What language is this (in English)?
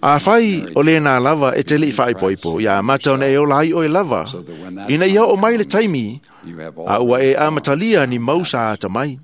Samoan